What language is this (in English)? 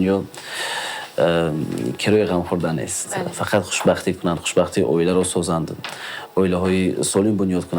Tajik